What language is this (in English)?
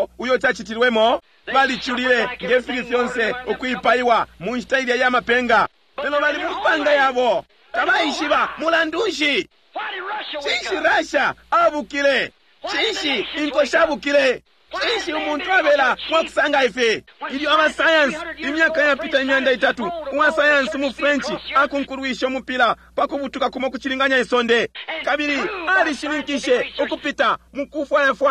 Bemba